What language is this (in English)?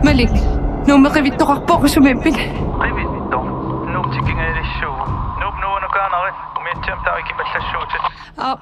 Kalaallisut